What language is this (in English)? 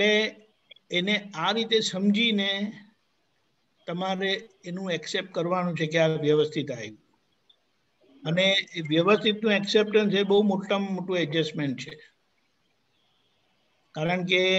Gujarati